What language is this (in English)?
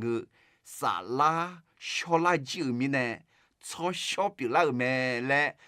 Akha